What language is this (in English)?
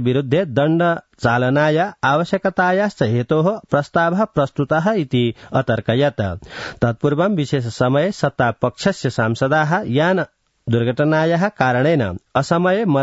Sanskrit